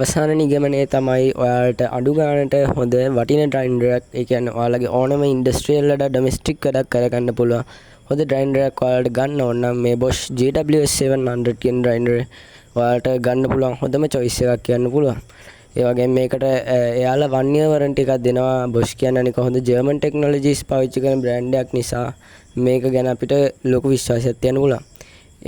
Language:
Sinhala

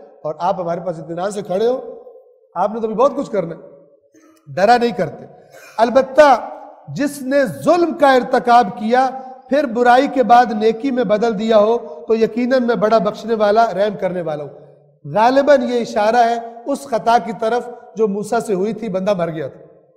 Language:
Urdu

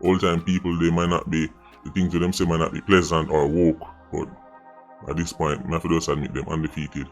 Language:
Jamaican Creole English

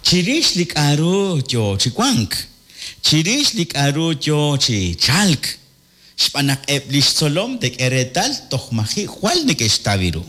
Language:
Kekchí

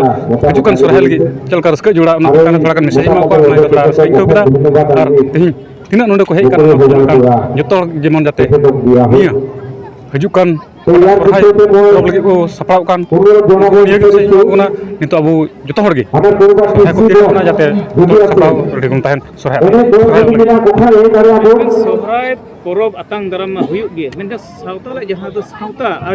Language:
Santali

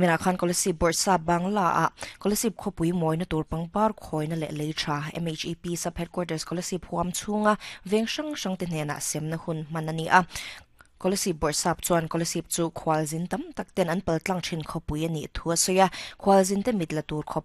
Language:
Mizo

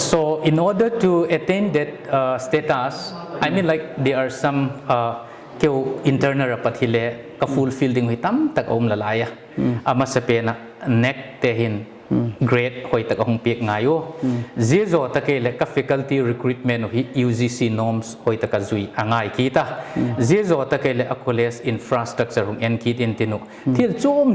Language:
Paite Chin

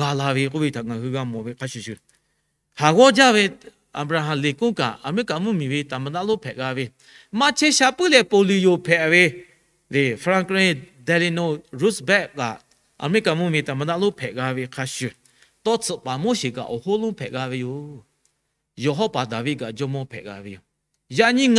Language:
Lahu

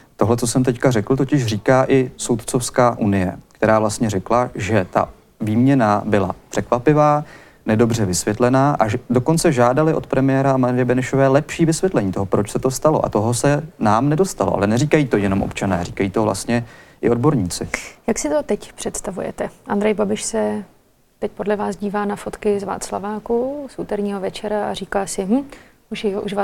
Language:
Czech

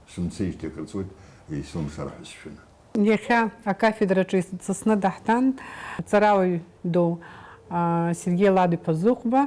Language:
Abkhazian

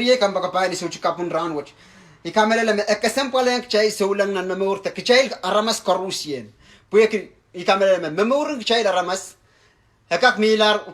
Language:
Pohnpeian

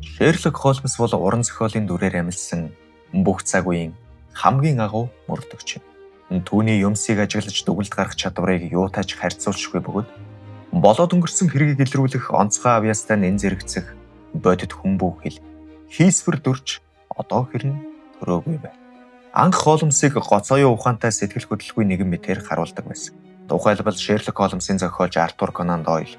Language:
Mongolian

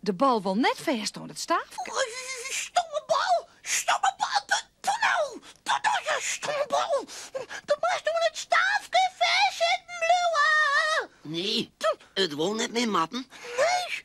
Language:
Western Frisian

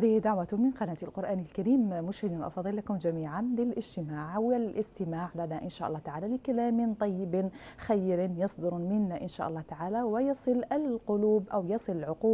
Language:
Arabic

